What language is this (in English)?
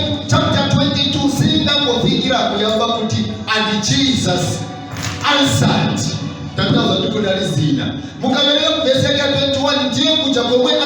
Nyanja